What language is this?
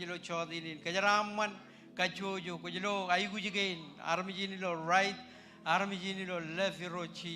Marshallese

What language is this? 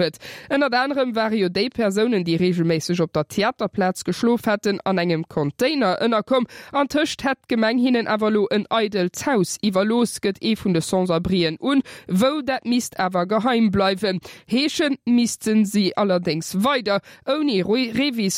Luxembourgish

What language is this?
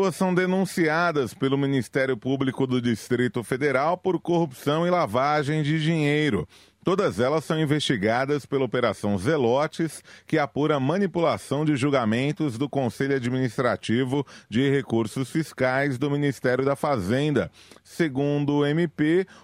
Portuguese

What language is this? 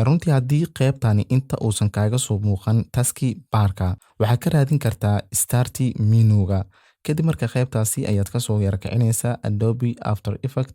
Somali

